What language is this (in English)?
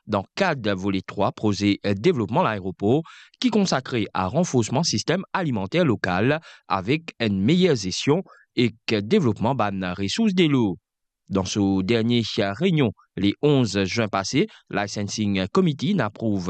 Morisyen